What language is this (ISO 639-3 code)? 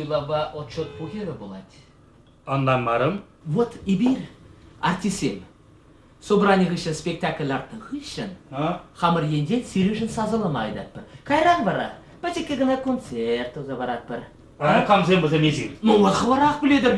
chv